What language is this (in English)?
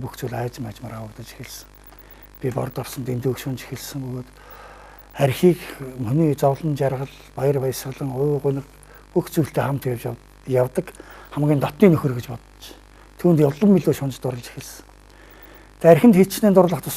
Mongolian